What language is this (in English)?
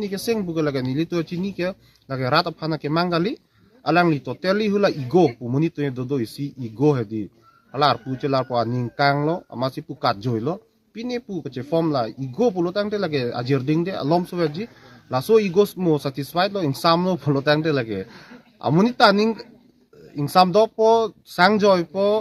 Karbi